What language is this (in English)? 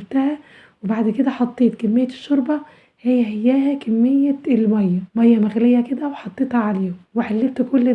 Egyptian Arabic